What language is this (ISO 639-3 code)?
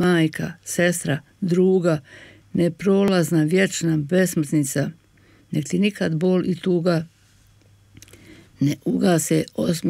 bos